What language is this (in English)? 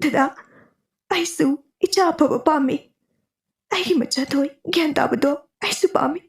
Manipuri